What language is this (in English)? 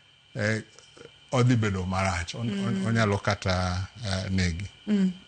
Luo (Kenya and Tanzania)